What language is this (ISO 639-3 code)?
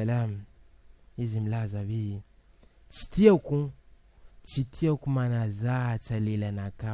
mlg